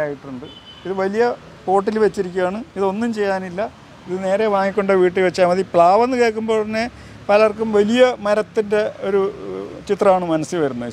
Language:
Malayalam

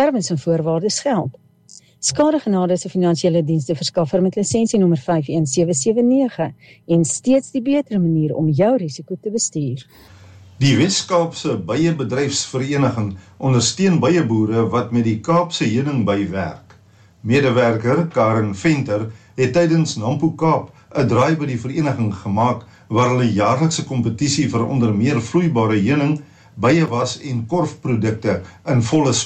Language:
Afrikaans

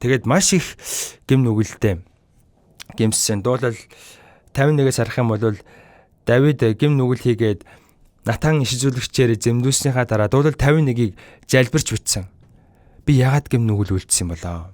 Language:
Mongolian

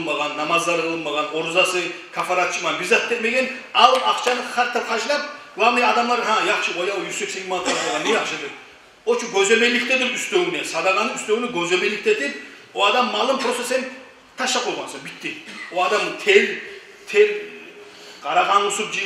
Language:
Kumyk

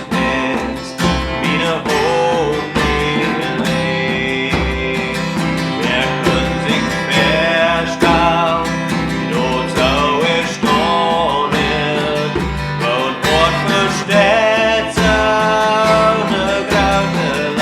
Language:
Plautdietsch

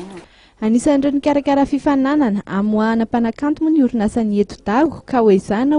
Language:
Malagasy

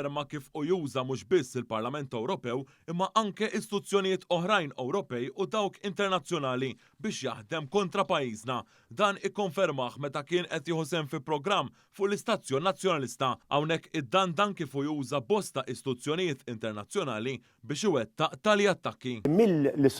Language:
Maltese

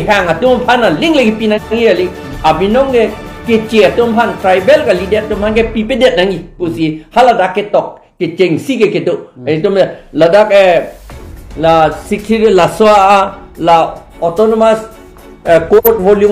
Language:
Karbi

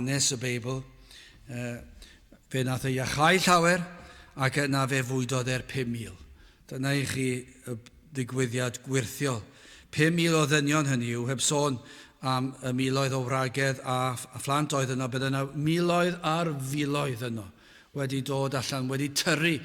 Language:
Welsh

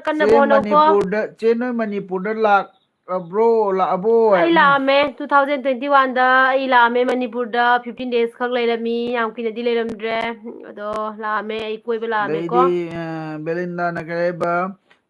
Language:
Manipuri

